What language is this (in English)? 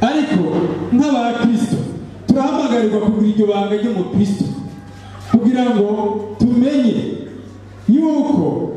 Rundi